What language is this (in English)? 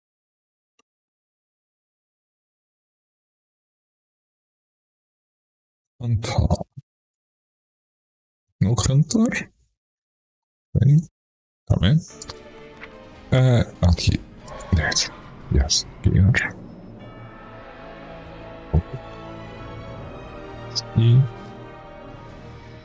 English